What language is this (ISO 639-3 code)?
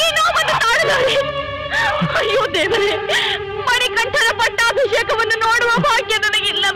kan